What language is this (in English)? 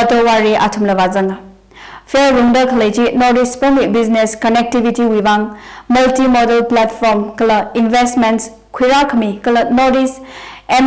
Tangkhul Naga (India)